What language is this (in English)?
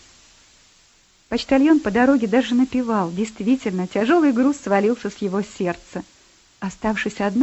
Russian